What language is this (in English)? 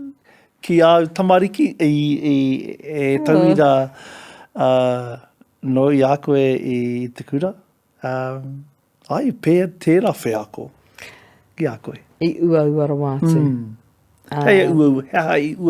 Māori